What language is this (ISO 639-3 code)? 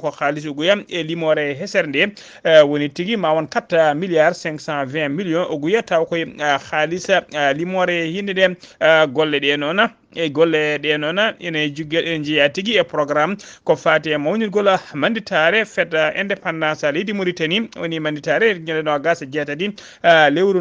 ful